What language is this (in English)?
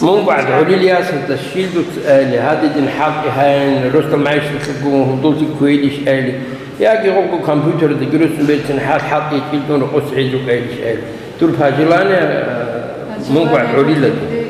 Avaric